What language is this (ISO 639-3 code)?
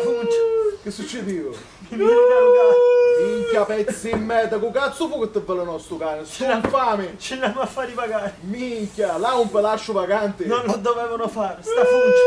scn